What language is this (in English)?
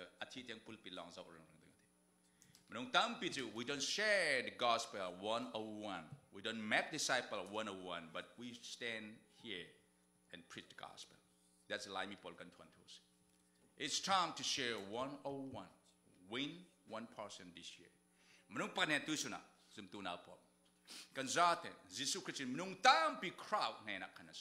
Falam Chin